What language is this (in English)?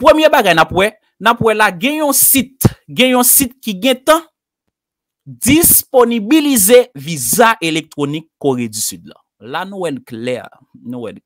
Haitian Creole